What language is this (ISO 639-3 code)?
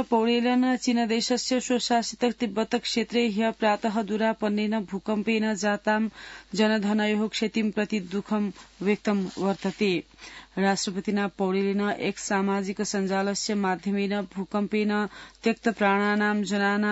san